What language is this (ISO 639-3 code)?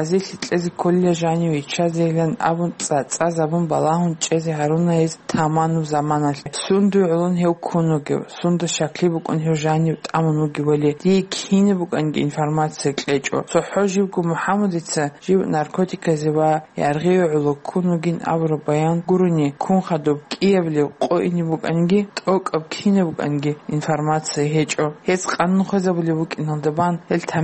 ava